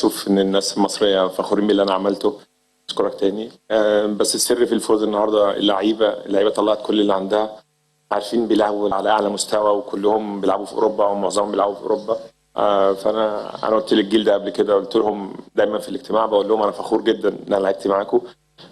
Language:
Egyptian Arabic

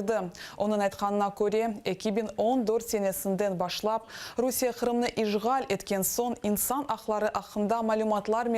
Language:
Crimean Tatar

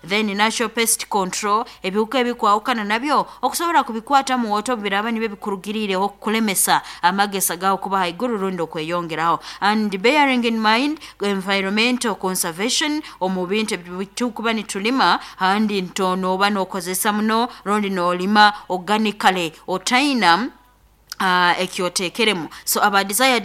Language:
Nyoro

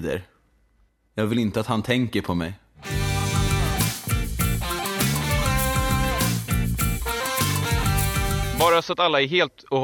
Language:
Swedish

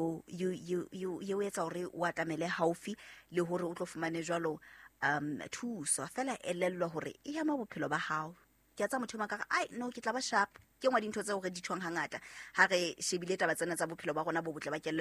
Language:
Southern Sotho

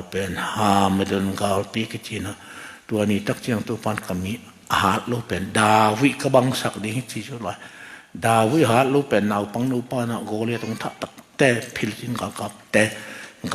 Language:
Tedim Chin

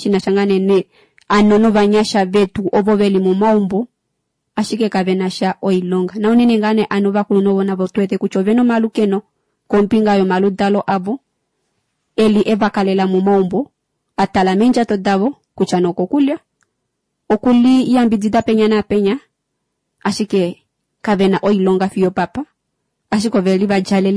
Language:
Kuanyama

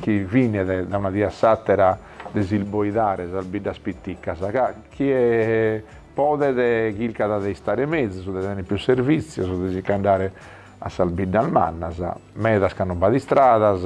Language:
Sardinian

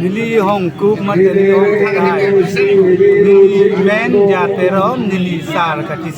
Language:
Karbi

